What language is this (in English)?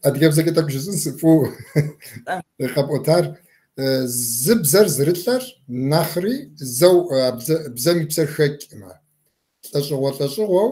Kabardian